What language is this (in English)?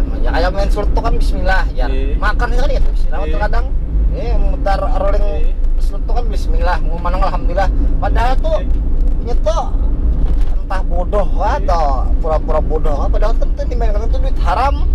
Banjar